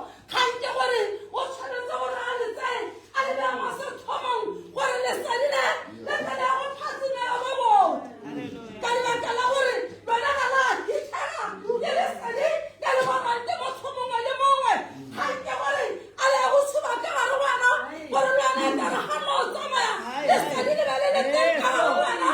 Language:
Tswana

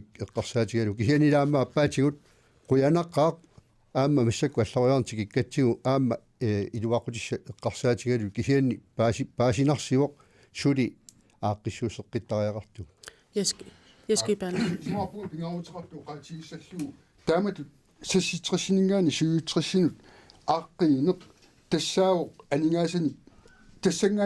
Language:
Kalaallisut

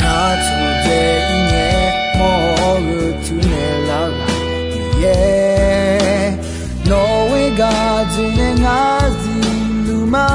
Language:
Akha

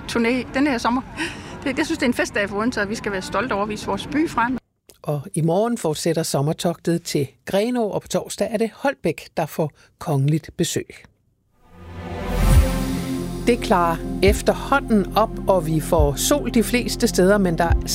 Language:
Danish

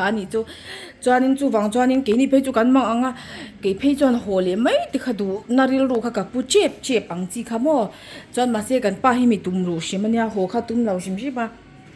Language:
Mizo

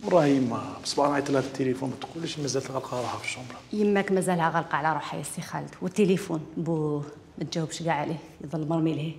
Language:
Algerian Arabic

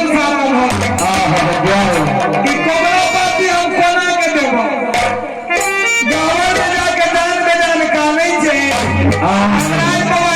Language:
Maithili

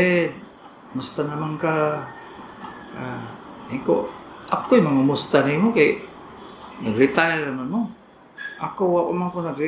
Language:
Cebuano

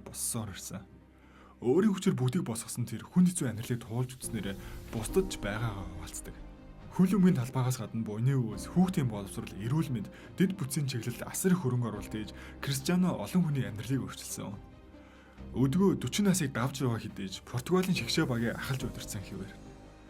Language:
Mongolian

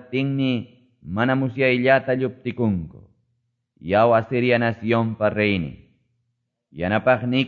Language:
Quechua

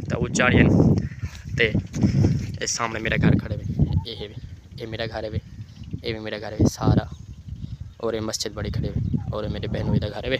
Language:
Saraiki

